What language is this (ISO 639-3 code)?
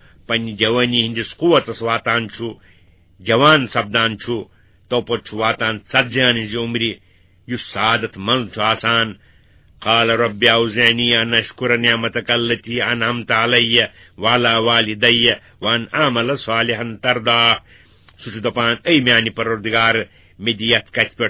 kas